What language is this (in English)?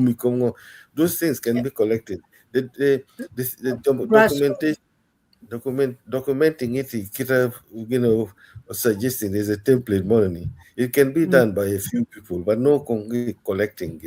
Acoli